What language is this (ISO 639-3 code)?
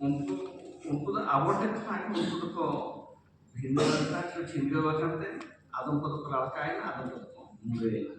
sat